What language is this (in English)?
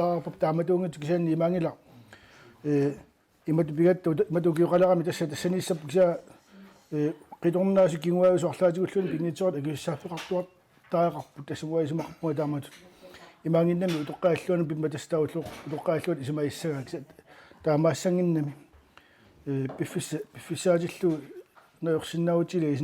Kalaallisut